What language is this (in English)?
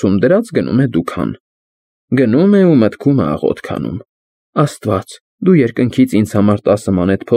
Armenian